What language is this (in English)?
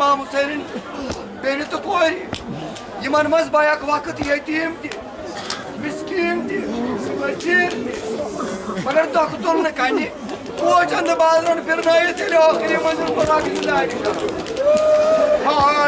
Kashmiri